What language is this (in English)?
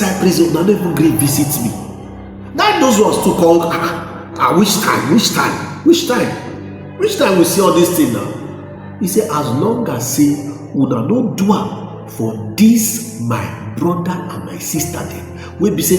Nigerian Pidgin